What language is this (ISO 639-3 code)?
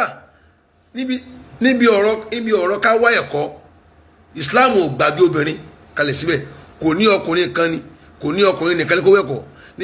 yor